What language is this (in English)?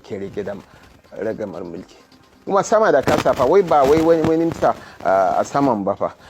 Hausa